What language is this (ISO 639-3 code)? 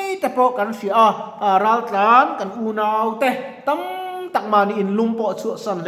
lus